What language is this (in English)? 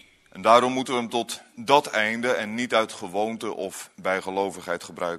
Dutch